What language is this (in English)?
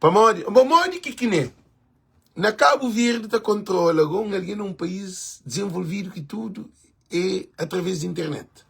Kabuverdianu